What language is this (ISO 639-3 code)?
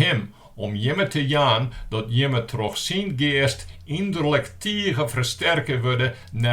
fry